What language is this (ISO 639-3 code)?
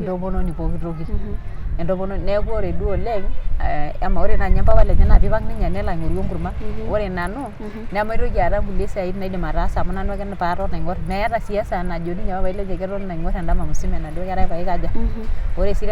mas